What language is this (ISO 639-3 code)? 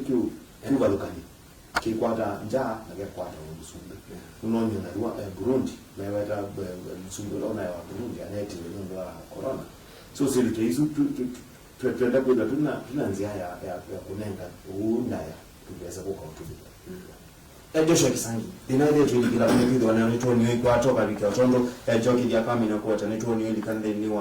kam